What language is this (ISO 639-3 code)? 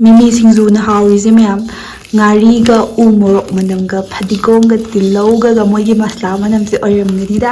mni